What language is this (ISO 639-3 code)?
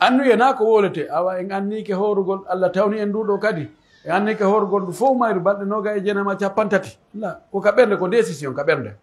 fuf